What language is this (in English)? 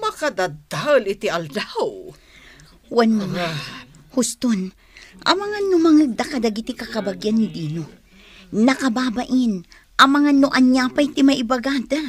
Iloko